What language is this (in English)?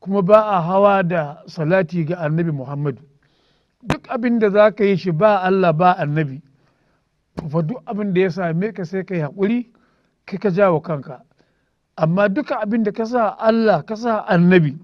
Hausa